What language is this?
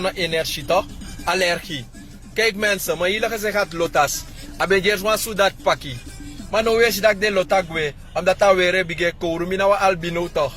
Sranan Tongo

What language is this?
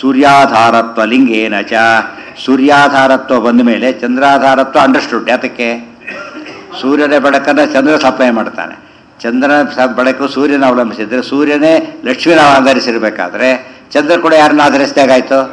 Kannada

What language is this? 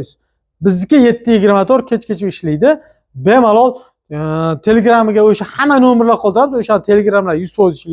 Uzbek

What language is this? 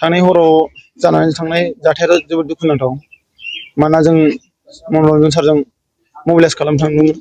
Bodo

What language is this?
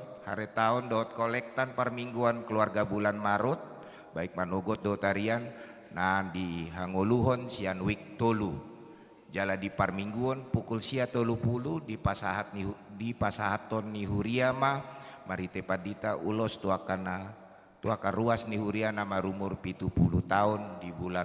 Batak Toba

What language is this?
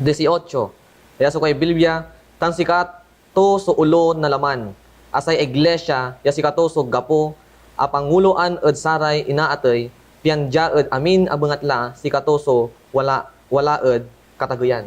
Pangasinan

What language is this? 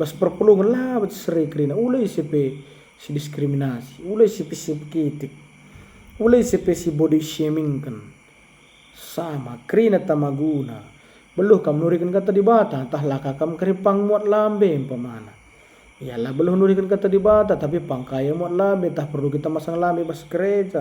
Batak Karo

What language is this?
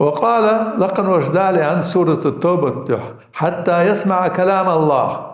Ingush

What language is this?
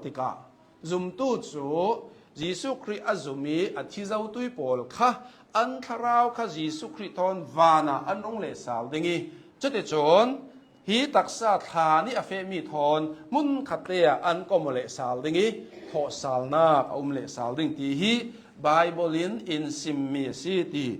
Hakha Chin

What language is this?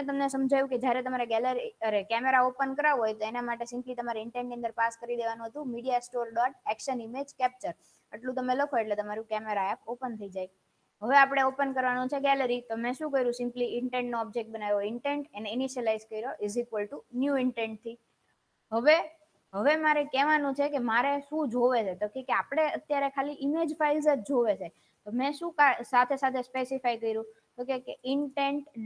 Gujarati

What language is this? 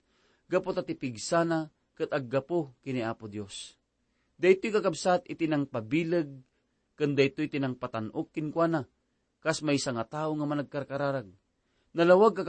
Iloko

